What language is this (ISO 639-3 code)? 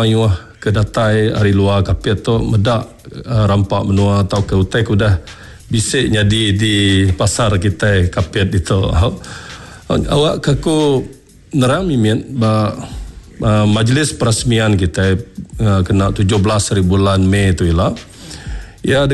iba